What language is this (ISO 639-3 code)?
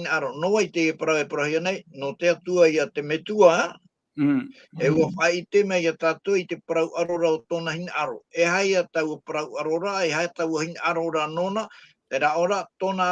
tah